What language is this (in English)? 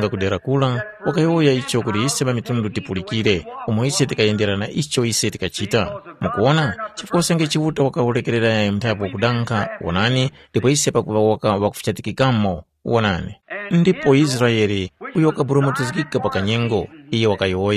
Tumbuka